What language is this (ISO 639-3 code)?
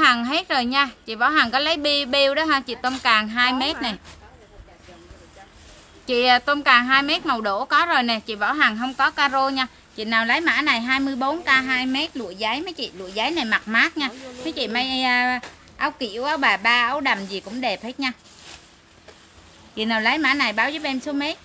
vie